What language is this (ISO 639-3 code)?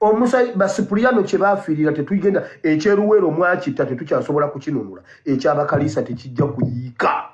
lug